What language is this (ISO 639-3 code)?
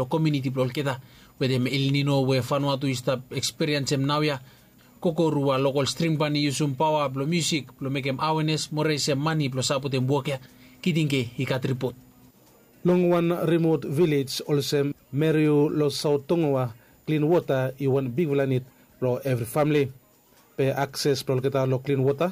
bis